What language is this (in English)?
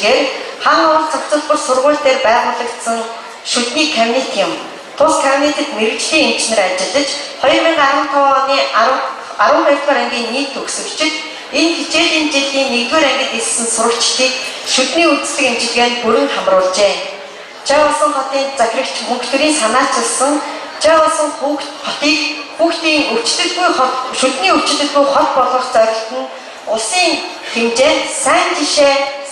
Mongolian